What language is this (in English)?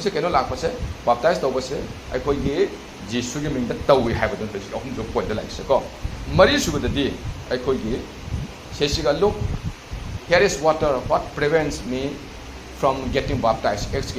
Manipuri